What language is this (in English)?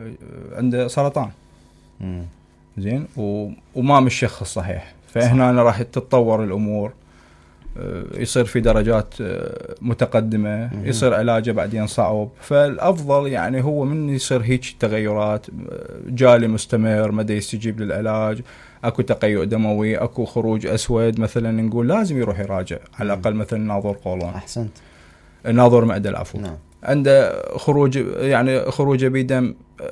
Mesopotamian Arabic